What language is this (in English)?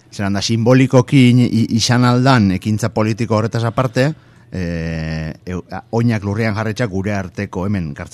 Basque